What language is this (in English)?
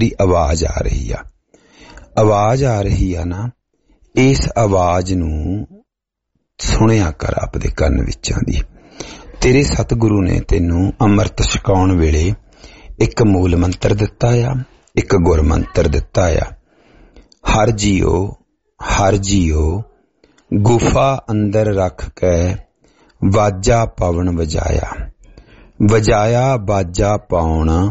Punjabi